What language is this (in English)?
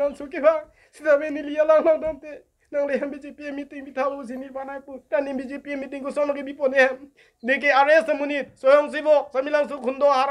Karbi